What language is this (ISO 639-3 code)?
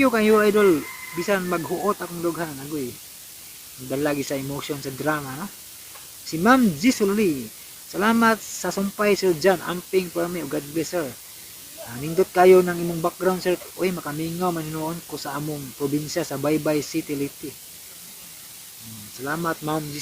ceb